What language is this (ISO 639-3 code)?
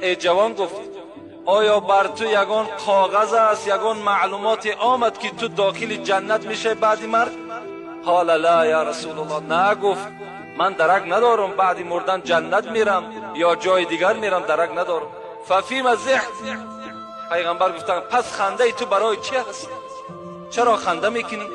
tgk